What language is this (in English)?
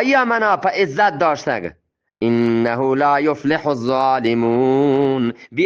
Eastern Balochi